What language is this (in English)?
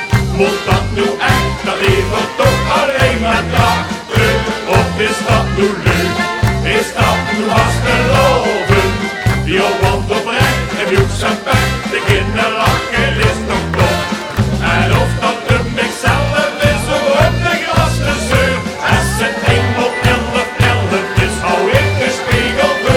Limburgish